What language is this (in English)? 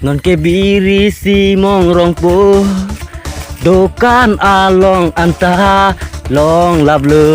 Karbi